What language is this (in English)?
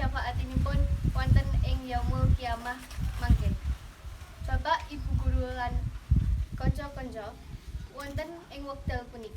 Javanese